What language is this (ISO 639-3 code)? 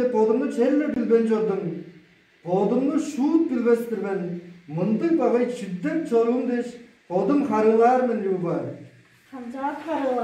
tyv